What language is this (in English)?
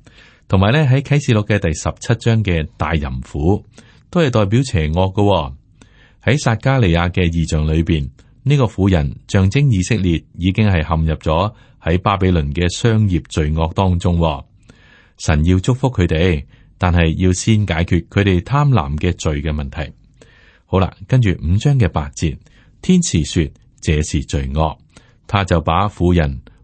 Cantonese